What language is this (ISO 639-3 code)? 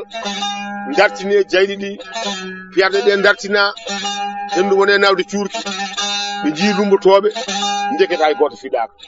ful